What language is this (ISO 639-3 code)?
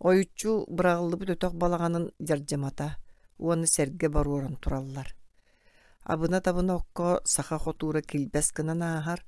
sah